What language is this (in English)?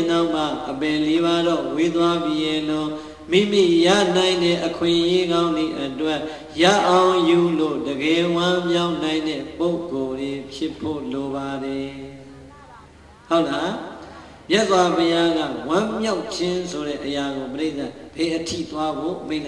Burmese